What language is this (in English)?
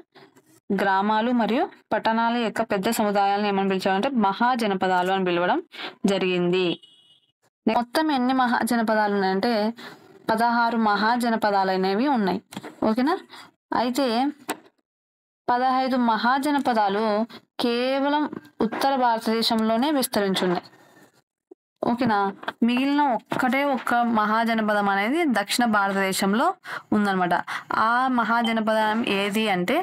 Telugu